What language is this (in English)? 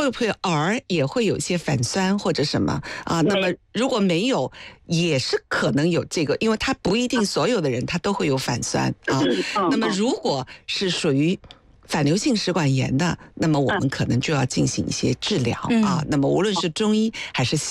Chinese